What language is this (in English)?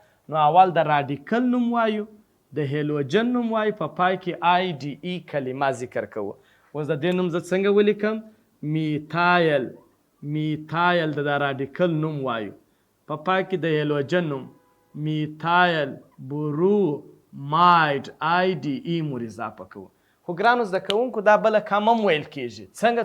Pashto